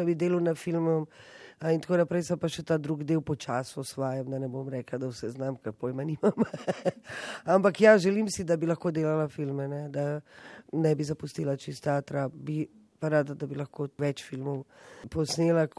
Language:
Slovenian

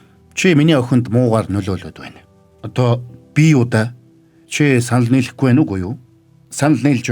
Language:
Mongolian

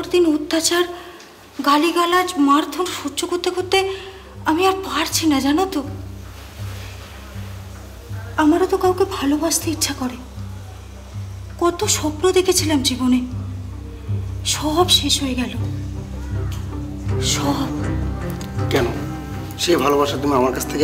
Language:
Bangla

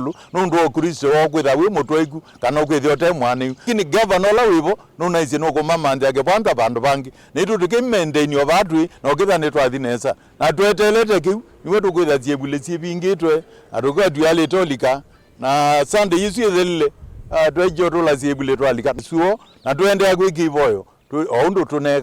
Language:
Kamba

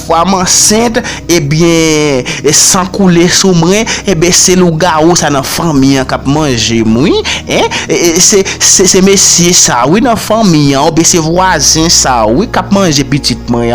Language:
Haitian Creole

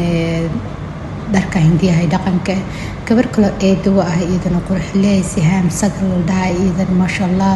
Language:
Somali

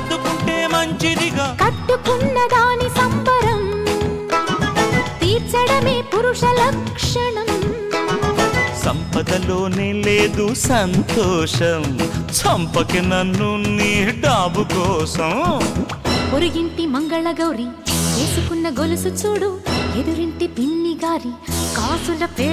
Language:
Telugu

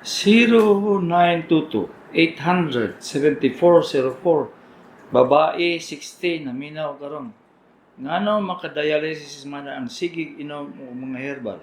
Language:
Cebuano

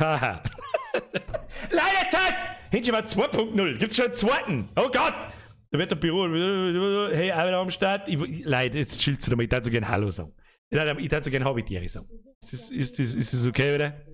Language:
Bavarian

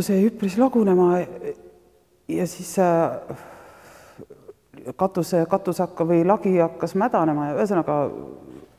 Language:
Estonian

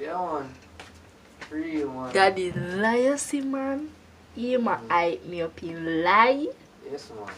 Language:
Jamaican Creole English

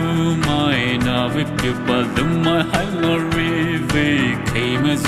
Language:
Poumei Naga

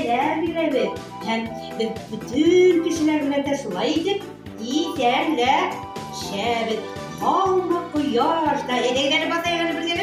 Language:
Bashkir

